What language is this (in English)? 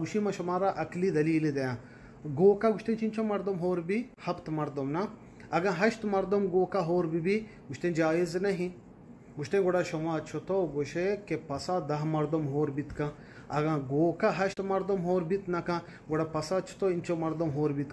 Eastern Balochi